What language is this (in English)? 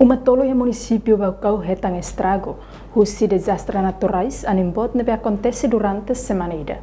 Tetum